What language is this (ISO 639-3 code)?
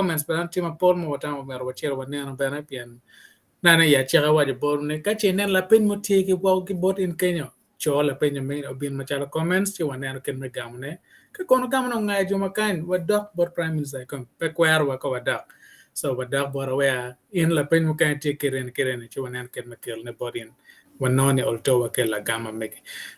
ach